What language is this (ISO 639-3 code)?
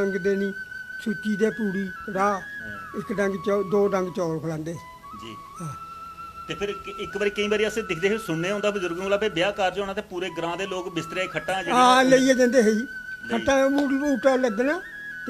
doi